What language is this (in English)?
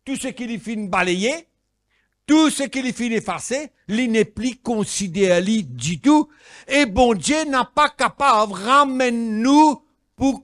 Morisyen